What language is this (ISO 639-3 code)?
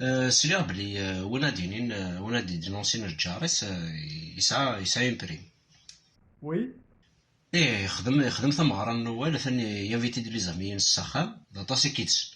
kab